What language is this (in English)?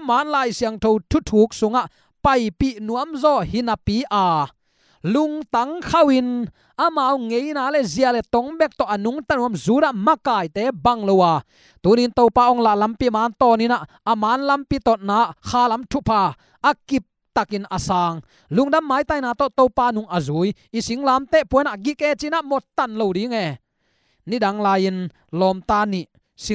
Tedim Chin